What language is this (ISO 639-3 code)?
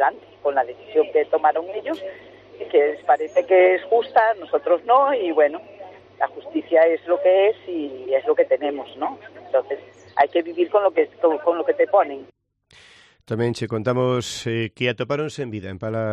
glg